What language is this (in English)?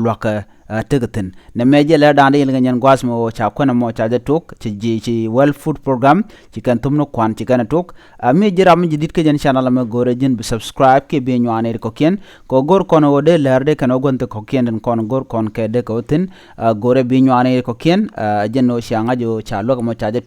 Nuer